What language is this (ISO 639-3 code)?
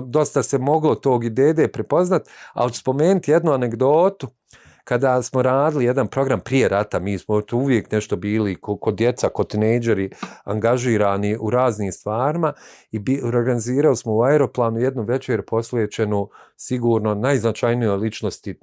bos